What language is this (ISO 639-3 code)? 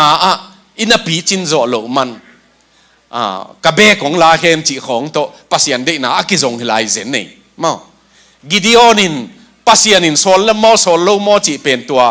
ctd